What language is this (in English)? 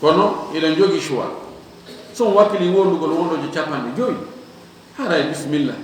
Fula